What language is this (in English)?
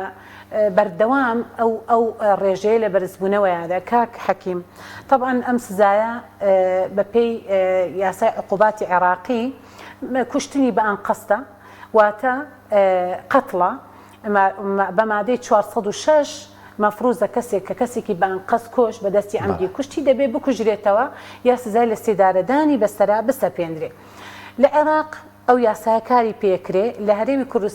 Central Kurdish